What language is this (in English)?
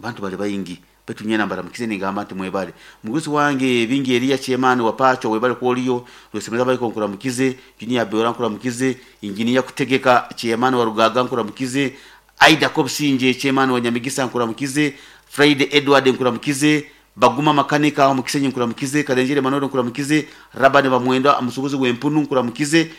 Nyoro